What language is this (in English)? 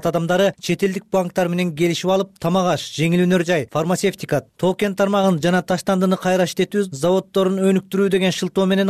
Kyrgyz